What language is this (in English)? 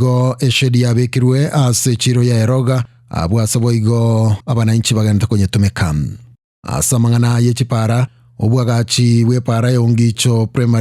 Gusii